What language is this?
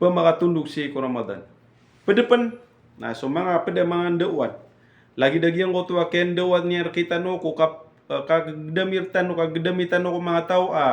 Maranao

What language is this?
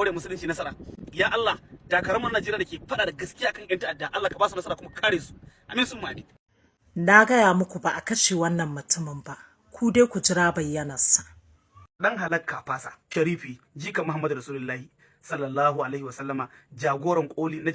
Hausa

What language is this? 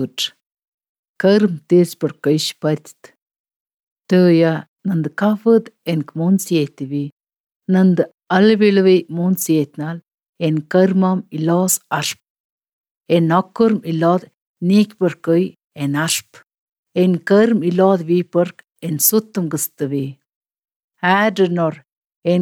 Albanian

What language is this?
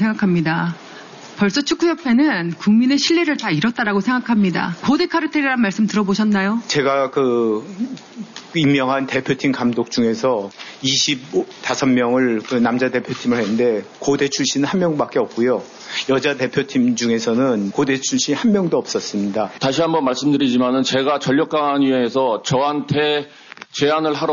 Korean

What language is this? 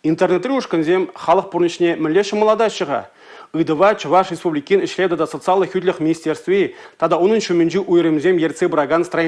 Chuvash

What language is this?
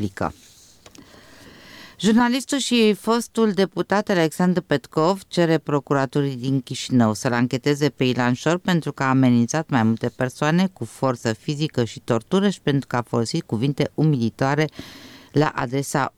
Romanian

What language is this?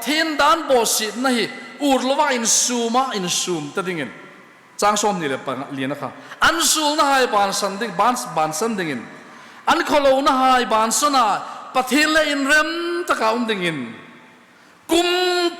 Hmar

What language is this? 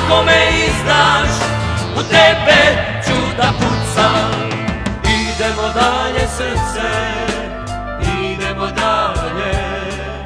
Serbian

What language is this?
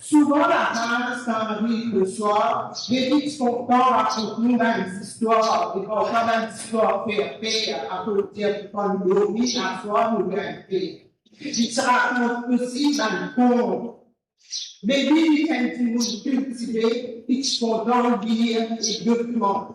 Morisyen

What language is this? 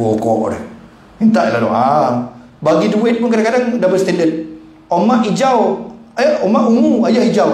Malay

